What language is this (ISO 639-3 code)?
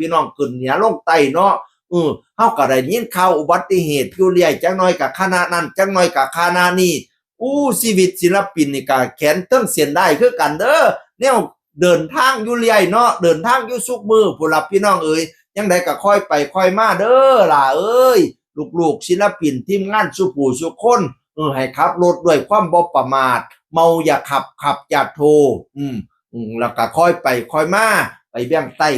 tts